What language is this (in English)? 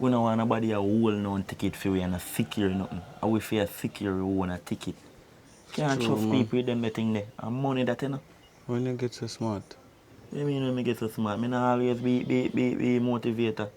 Jamaican Creole English